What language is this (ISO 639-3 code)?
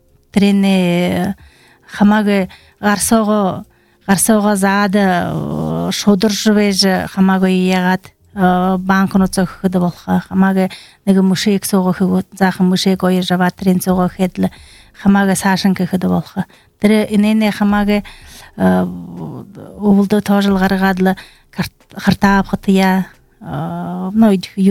bel